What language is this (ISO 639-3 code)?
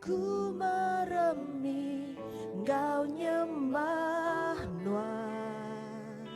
iba